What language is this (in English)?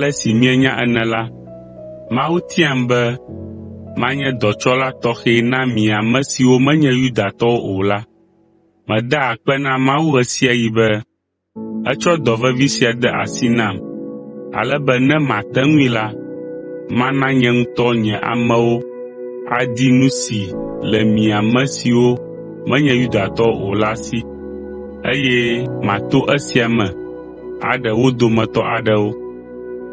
Ewe